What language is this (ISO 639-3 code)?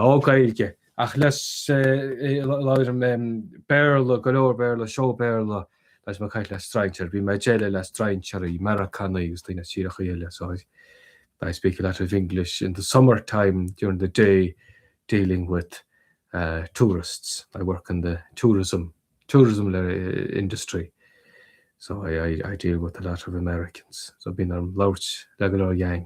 gle